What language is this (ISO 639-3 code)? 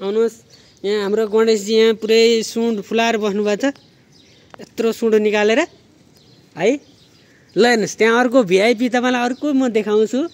nep